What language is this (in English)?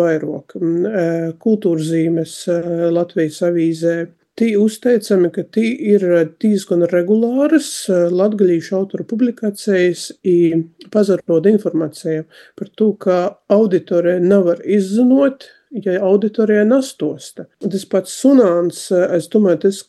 Latvian